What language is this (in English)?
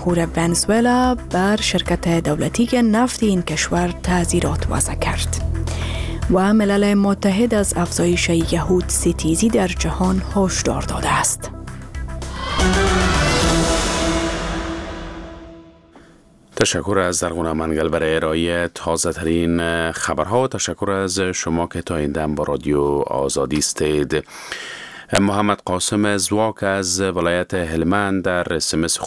Persian